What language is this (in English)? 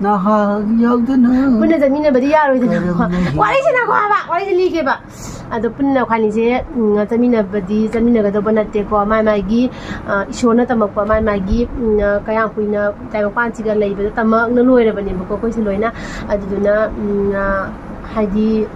Manipuri